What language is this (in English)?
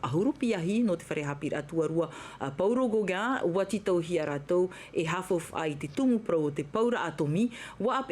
Tahitian